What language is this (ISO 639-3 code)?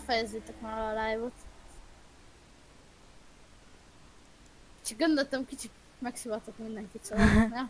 hun